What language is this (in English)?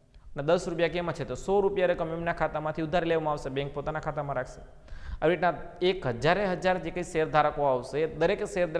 Gujarati